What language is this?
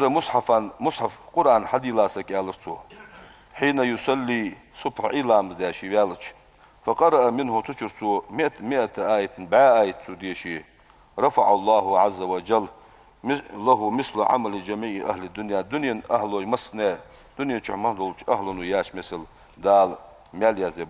Ingush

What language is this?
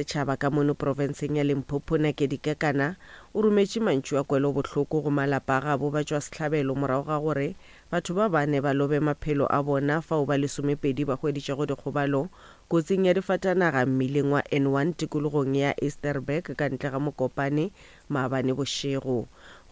Northern Sotho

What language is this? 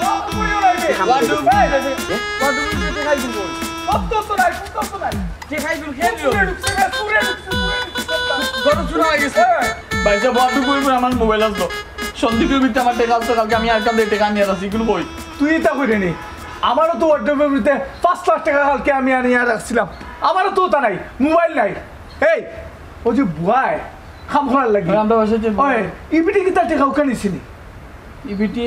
Sylheti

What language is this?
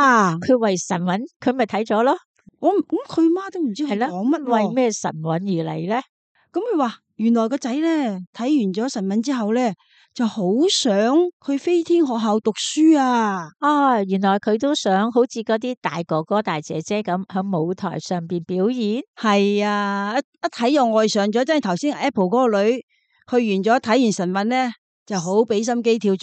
Cantonese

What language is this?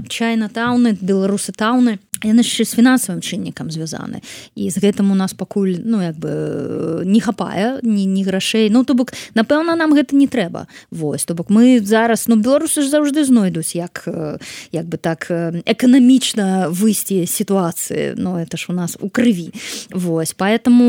Belarusian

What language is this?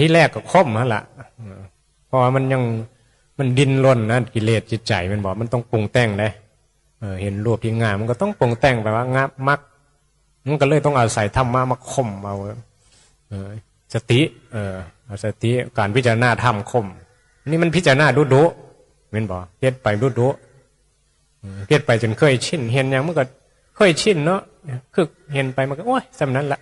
Northeastern Thai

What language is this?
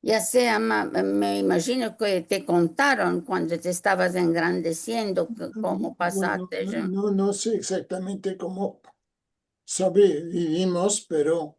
Ladino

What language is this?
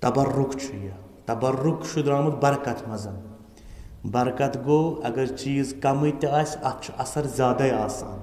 Kashmiri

